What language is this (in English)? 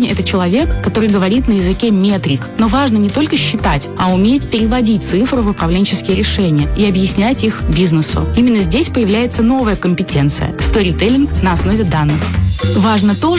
Russian